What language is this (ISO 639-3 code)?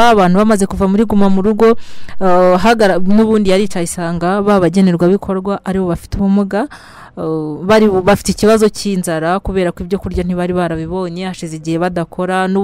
kin